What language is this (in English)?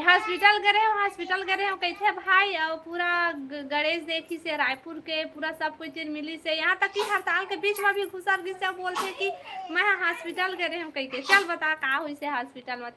Chhattisgarhi